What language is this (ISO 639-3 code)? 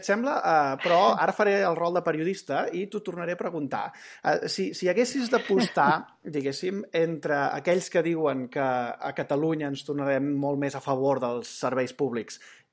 cat